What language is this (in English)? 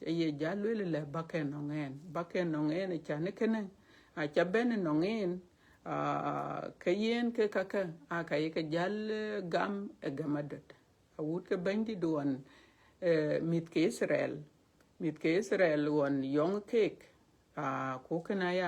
Dinka